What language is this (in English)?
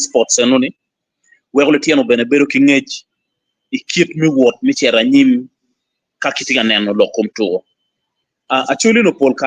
Acoli